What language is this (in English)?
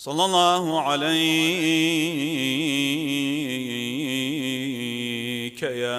Mesopotamian Arabic